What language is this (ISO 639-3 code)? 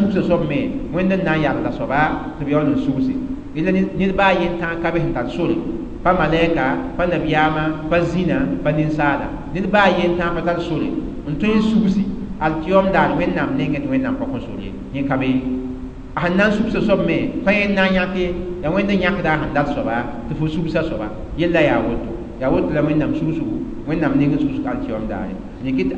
mos